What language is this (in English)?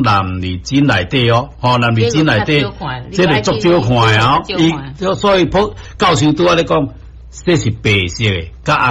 Min Nan Chinese